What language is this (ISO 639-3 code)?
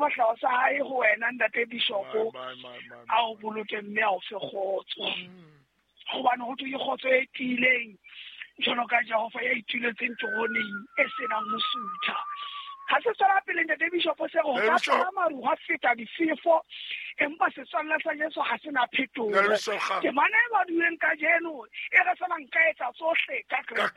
sot